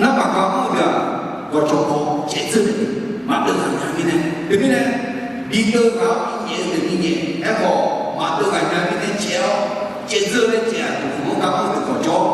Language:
Akha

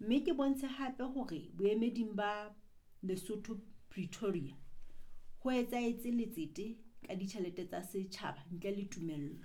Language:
Southern Sotho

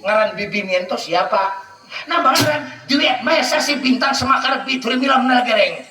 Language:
Banjar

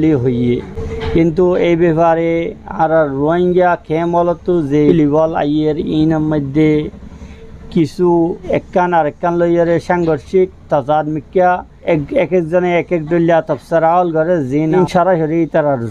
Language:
Rohingya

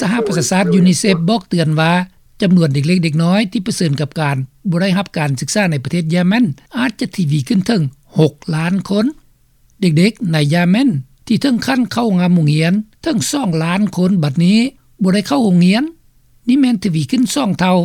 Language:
Lao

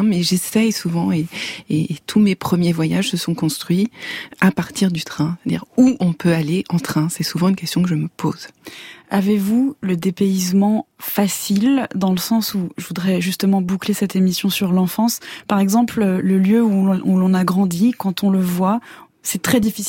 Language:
French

